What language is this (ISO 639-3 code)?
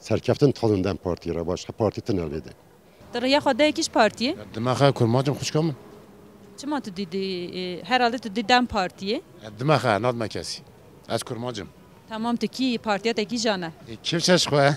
kur